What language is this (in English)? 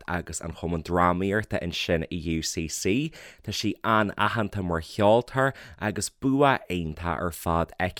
Irish